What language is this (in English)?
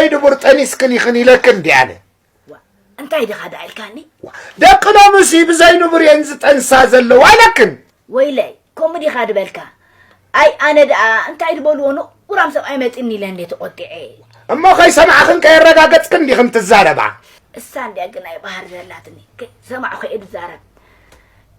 Tigrinya